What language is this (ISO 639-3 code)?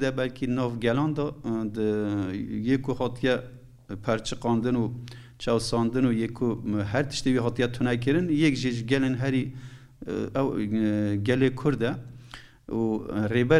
kur